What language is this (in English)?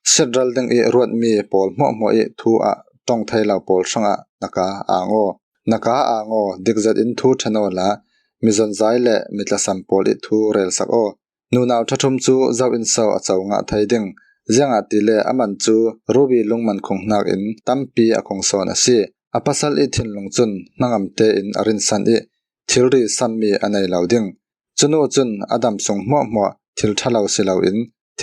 Falam Chin